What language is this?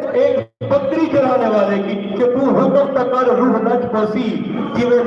Saraiki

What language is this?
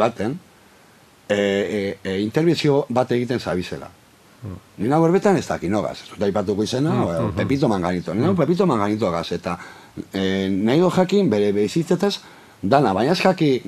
Basque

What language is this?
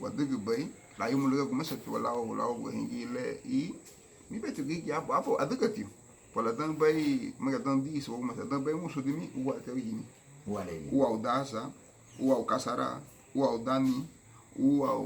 Garifuna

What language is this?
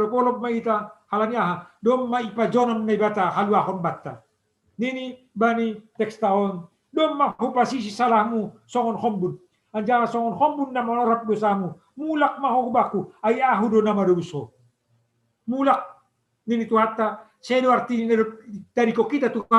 Batak Simalungun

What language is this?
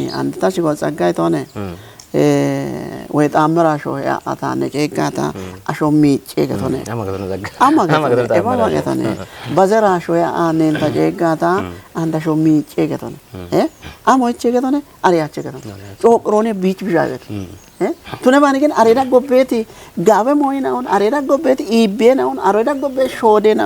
Kafa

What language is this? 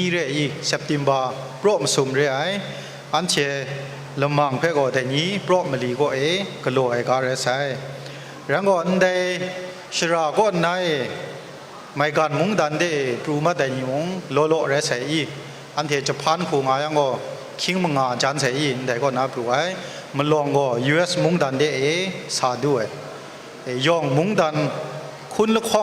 Kachin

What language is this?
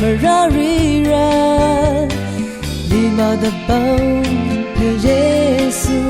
Rawang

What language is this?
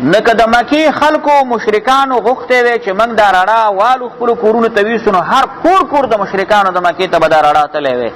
Pashto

